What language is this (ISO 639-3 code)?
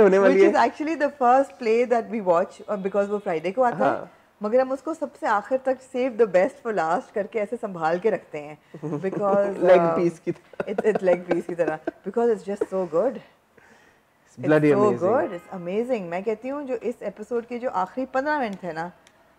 hin